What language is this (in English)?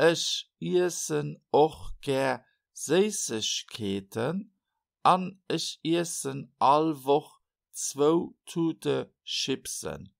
Luxembourgish